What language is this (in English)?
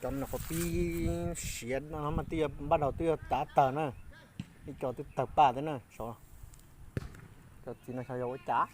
Hmong